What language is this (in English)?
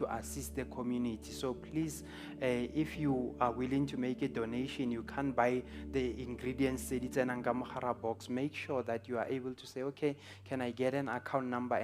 Southern Sotho